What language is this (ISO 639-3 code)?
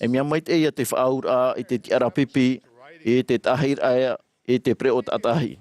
tah